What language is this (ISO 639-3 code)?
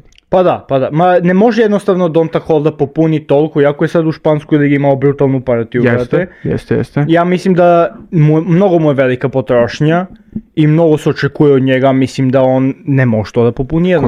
srp